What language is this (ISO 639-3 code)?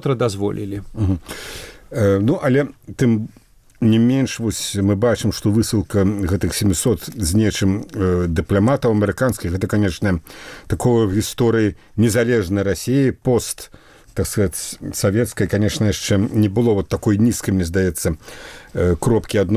bel